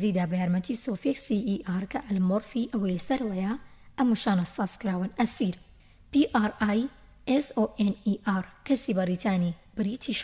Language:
Central Kurdish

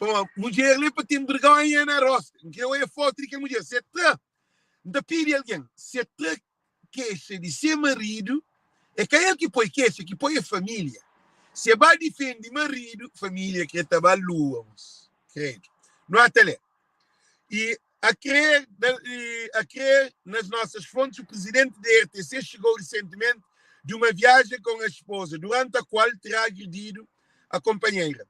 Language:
Kabuverdianu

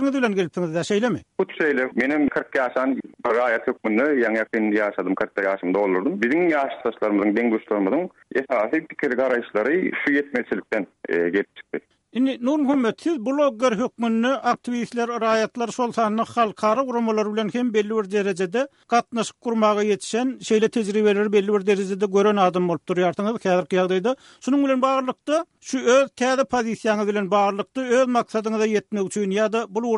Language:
Turkmen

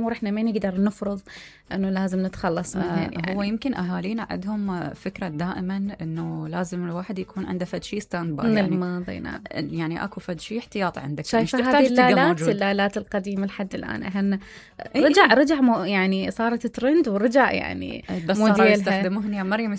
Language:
Mesopotamian Arabic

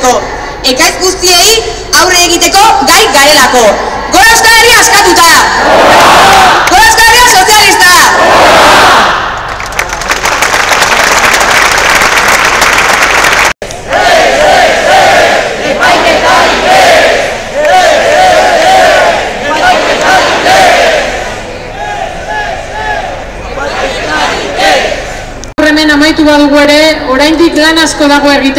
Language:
Basque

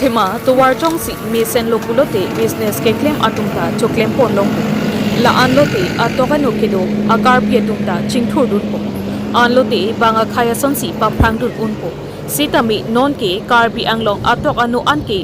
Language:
Karbi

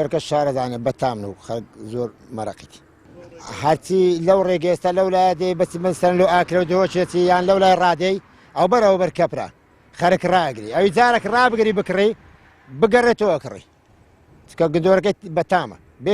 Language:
Central Kurdish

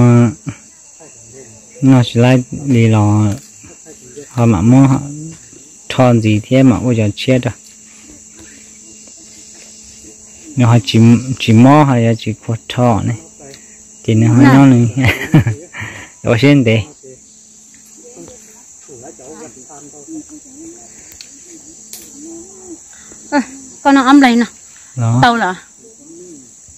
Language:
Vietnamese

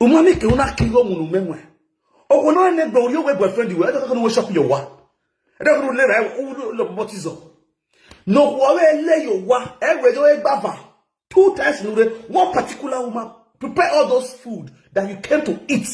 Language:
Nigerian Pidgin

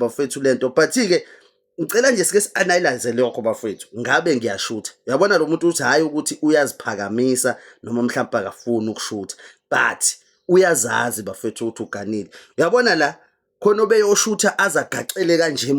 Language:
Zulu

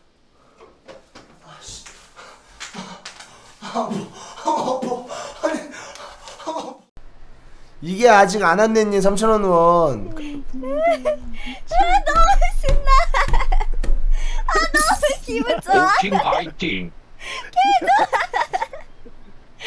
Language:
Korean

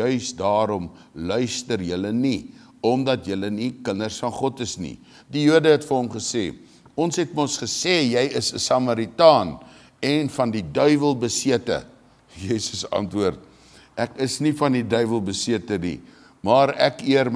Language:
Afrikaans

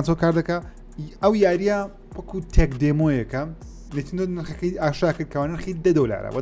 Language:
Central Kurdish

